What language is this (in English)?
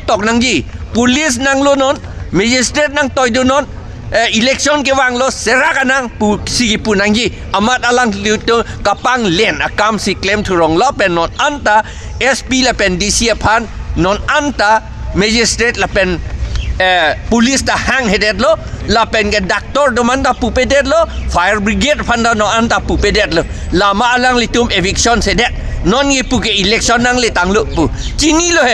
Karbi